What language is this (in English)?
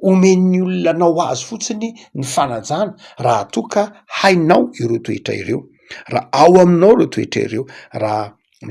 Malagasy